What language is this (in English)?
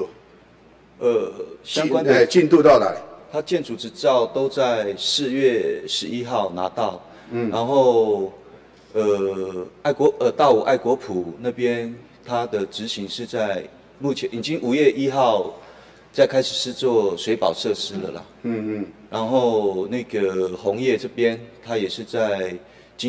Chinese